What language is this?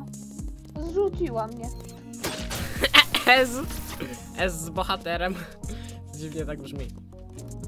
Polish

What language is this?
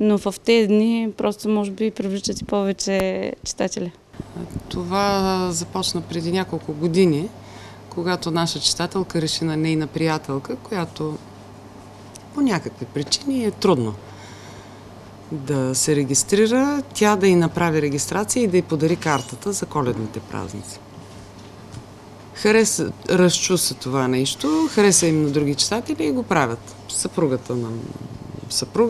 Bulgarian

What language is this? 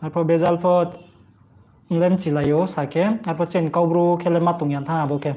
Riang (India)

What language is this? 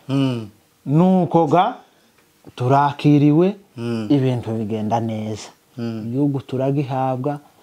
Kinyarwanda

